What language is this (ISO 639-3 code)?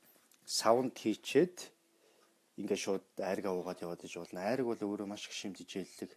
mon